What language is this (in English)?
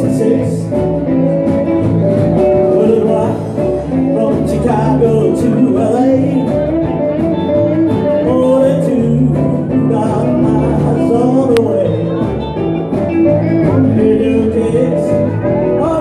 English